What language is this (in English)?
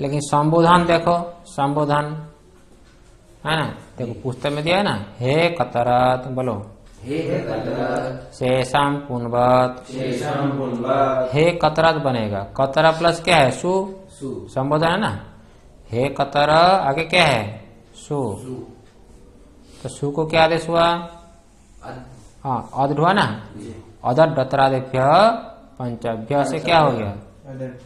Hindi